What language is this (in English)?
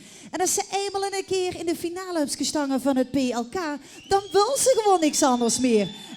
Limburgish